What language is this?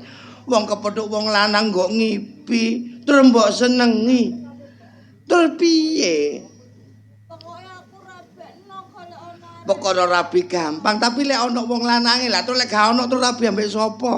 Javanese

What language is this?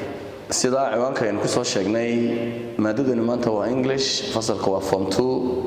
Somali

